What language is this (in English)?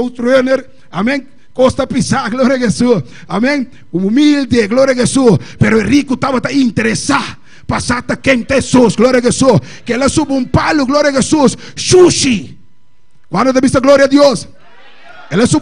Papiamento